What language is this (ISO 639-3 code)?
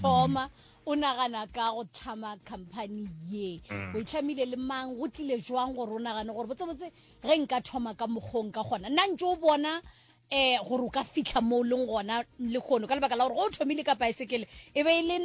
nso